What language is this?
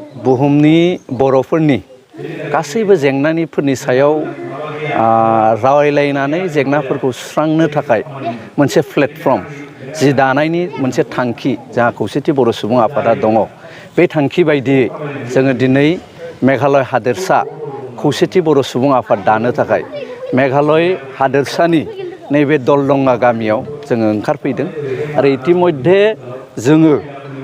Bodo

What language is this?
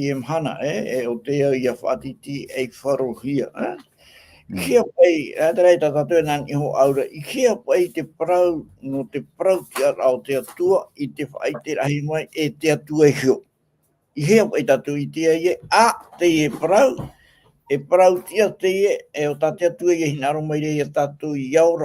Tahitian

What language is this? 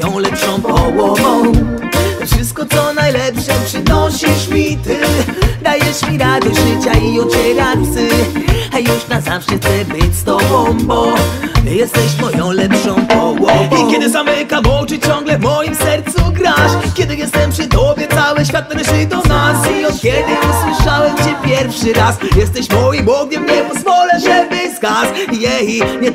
Polish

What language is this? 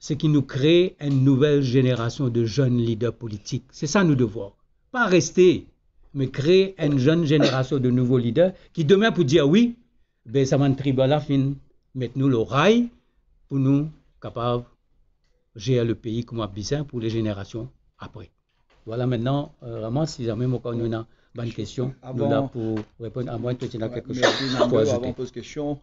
Morisyen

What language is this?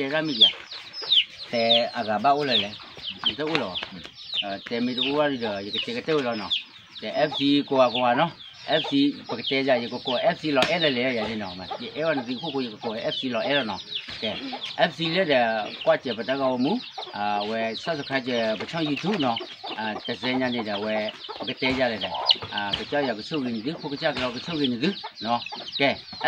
S'gaw Karen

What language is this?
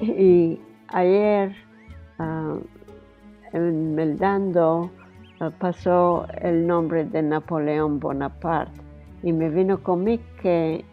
Ladino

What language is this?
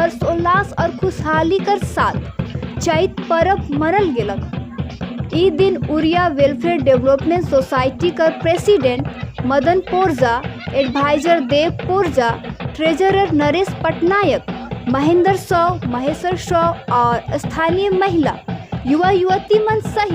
Sadri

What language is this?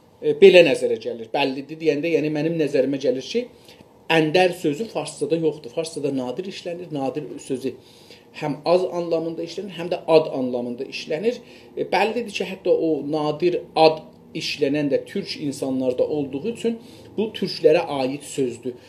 South Azerbaijani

